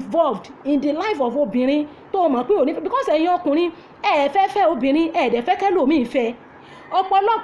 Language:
Yoruba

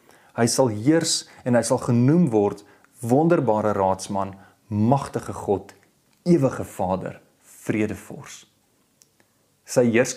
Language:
Afrikaans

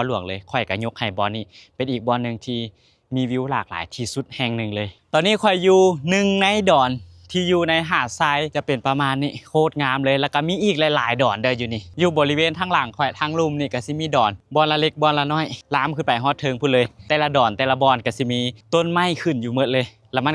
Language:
Lao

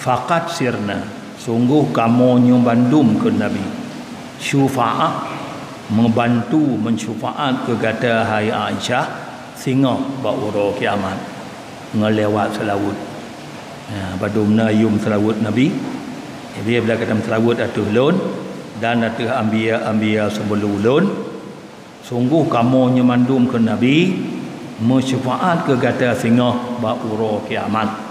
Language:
Achinese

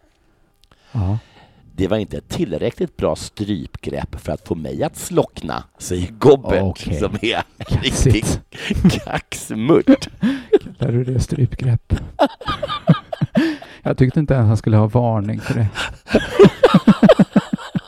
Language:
Swedish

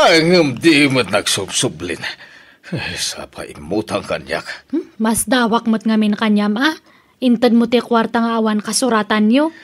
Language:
Iloko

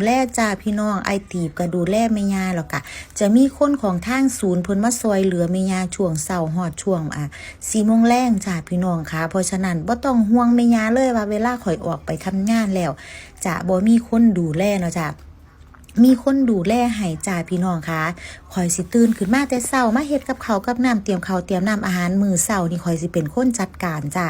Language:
Lao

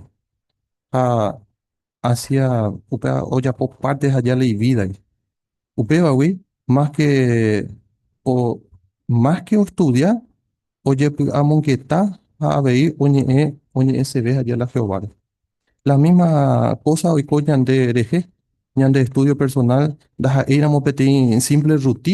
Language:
Guarani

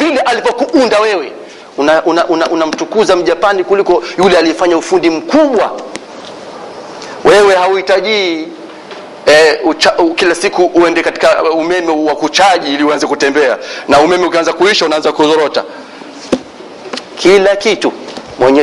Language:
Swahili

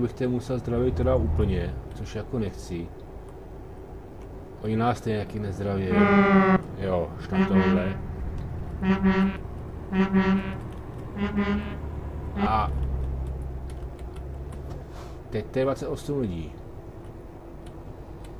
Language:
Czech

